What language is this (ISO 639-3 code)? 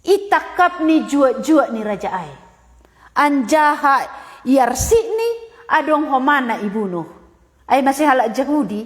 bts